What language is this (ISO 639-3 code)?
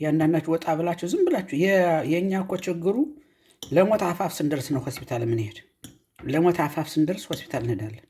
amh